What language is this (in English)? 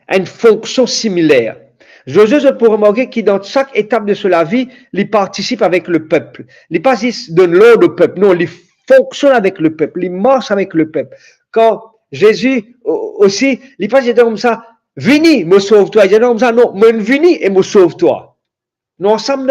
Morisyen